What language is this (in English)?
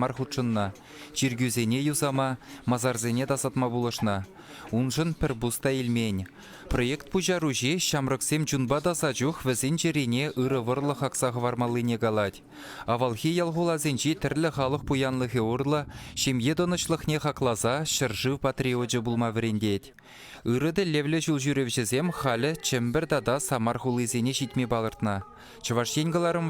Chuvash